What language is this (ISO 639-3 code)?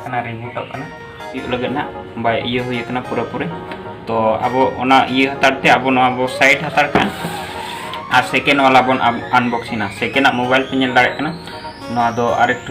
sat